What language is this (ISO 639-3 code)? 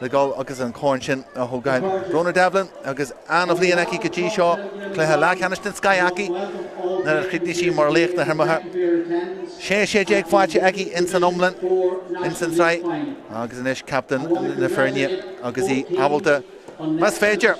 gle